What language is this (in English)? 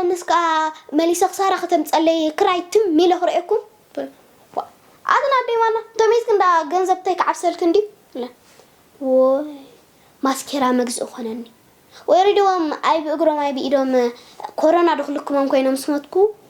Tigrinya